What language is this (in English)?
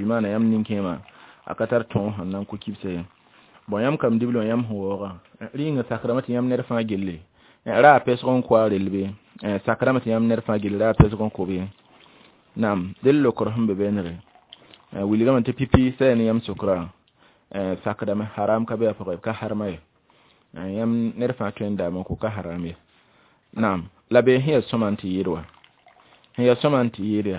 Mossi